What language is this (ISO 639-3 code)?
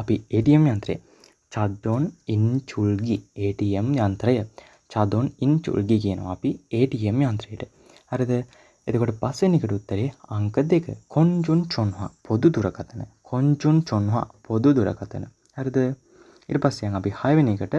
sin